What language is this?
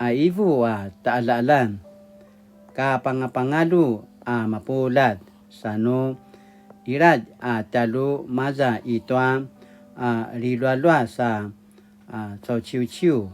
Paiwan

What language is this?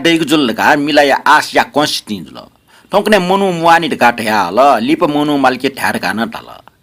Newari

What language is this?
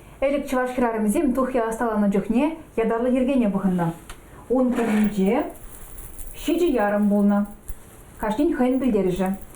Chuvash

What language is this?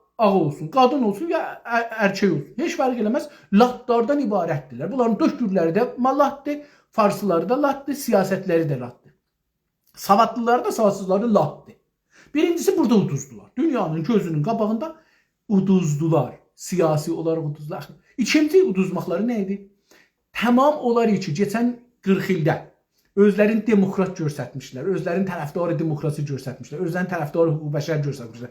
South Azerbaijani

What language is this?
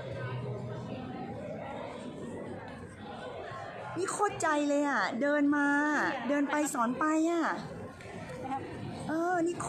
Thai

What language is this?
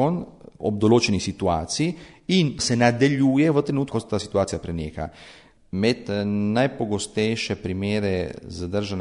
Slovenian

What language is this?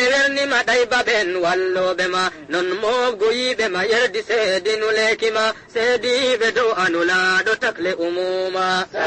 Fula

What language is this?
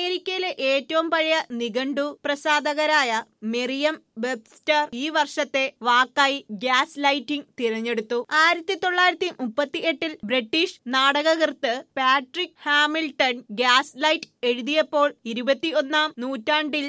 Malayalam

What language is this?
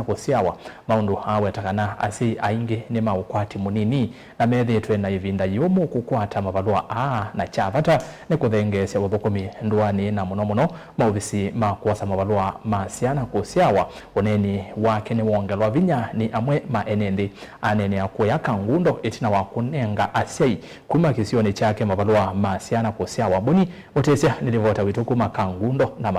Kamba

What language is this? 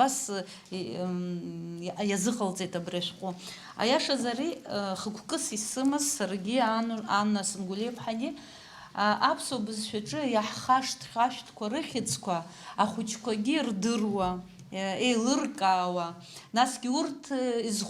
Abkhazian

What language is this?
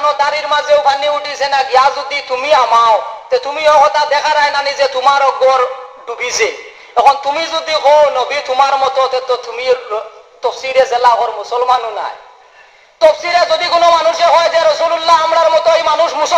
Sylheti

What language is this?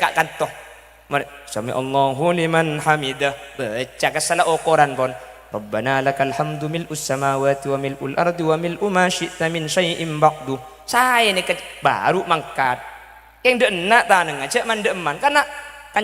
Madurese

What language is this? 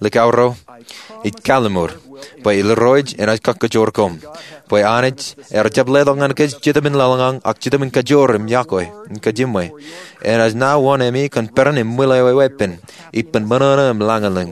Marshallese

